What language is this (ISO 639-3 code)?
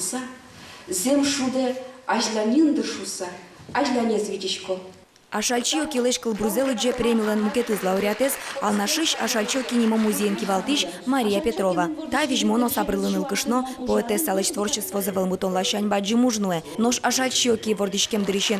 udm